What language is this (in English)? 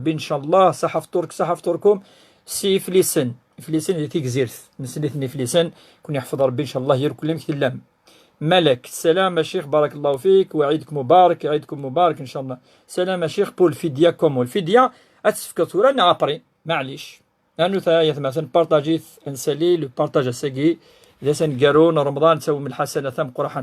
Kabyle